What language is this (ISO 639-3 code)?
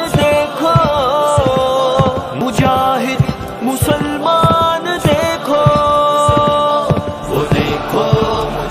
urd